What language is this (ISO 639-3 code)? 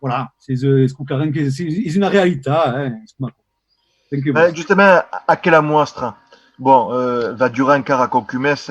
oci